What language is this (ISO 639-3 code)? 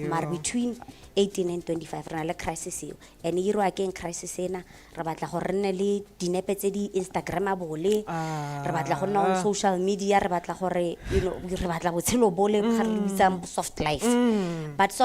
tsn